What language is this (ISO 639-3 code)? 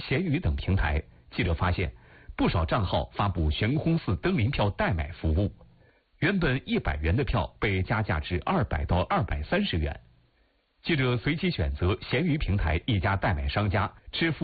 zho